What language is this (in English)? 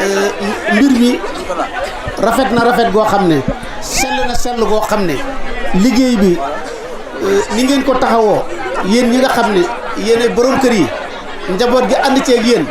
Wolof